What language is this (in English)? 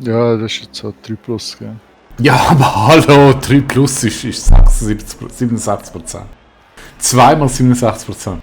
Swiss German